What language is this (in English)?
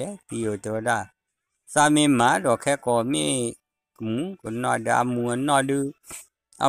S'gaw Karen